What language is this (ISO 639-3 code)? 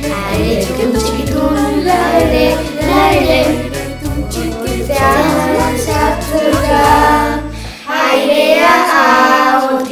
eus